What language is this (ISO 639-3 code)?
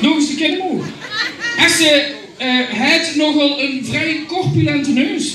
lim